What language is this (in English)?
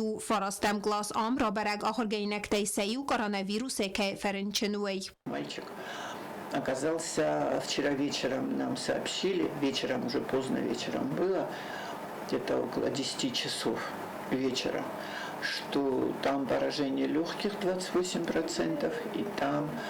Ossetic